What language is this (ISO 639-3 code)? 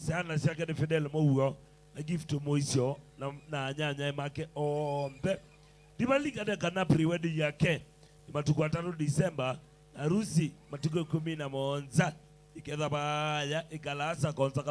kam